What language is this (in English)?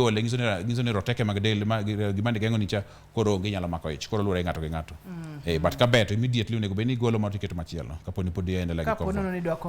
Luo (Kenya and Tanzania)